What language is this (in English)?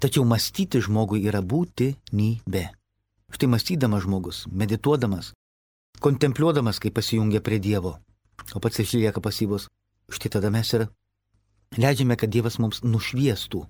Lithuanian